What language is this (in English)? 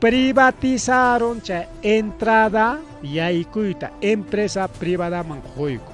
Ayacucho Quechua